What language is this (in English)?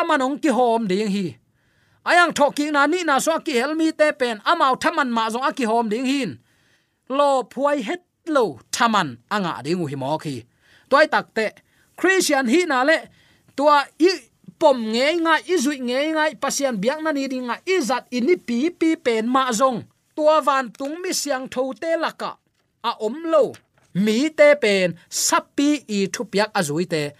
Tedim Chin